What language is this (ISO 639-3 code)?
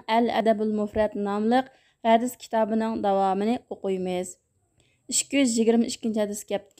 uig